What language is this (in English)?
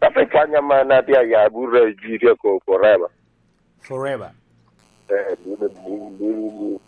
Lango (Uganda)